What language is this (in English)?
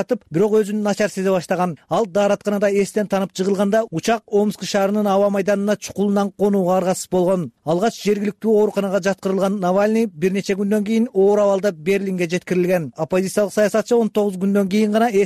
Kyrgyz